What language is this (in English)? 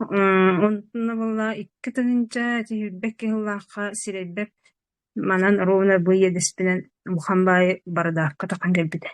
Yakut